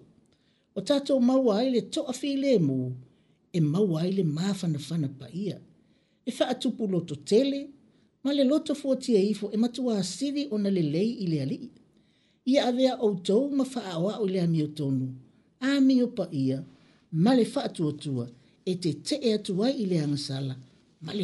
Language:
Samoan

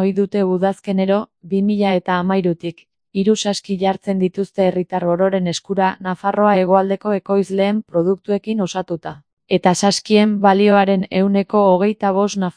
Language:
Basque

